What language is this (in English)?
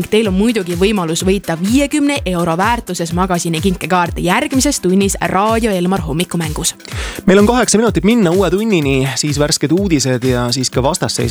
Estonian